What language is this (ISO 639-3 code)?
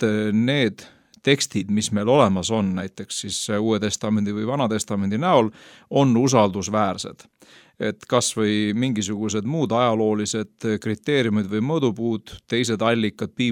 est